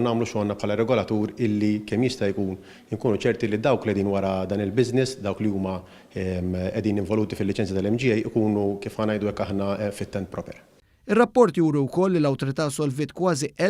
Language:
Maltese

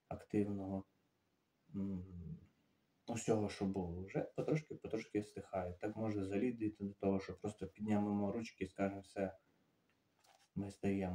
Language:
Ukrainian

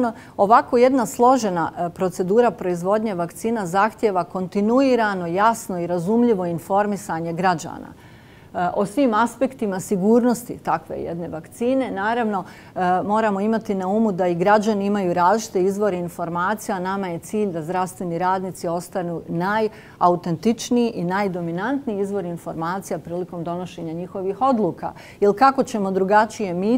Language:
Bosnian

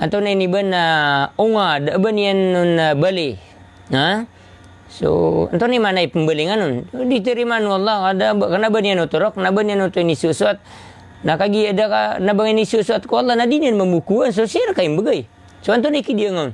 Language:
Maranao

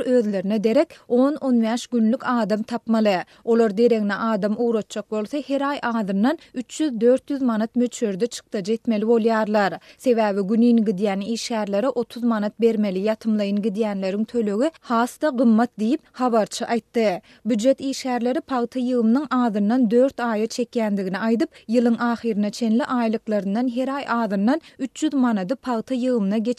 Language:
Turkmen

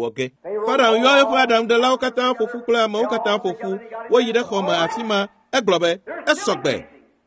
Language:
Ewe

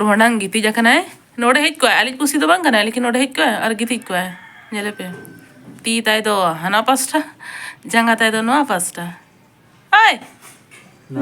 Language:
Santali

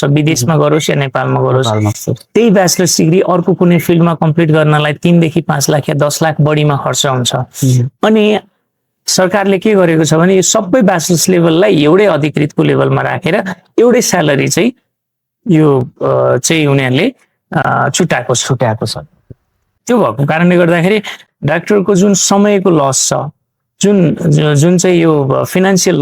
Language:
Nepali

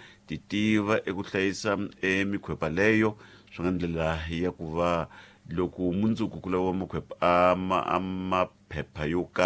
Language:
Tsonga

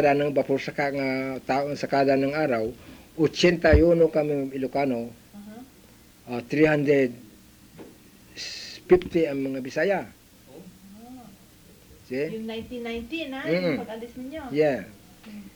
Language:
Filipino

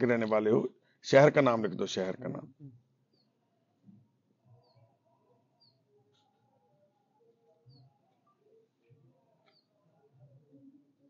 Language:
Punjabi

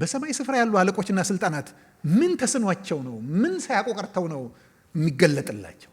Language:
Amharic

